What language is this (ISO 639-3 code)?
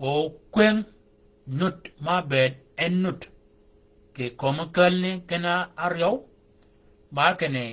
shk